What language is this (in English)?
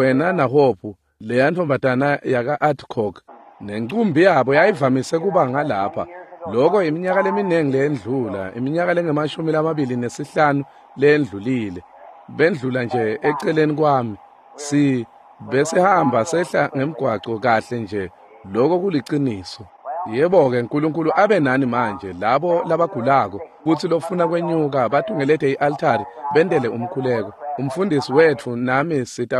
Swati